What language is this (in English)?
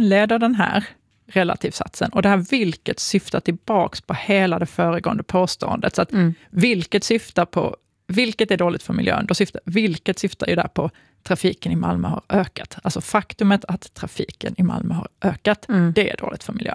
Swedish